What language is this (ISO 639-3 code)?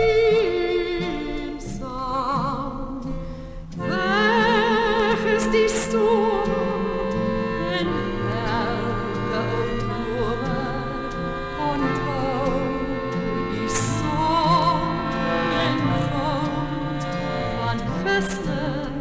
afr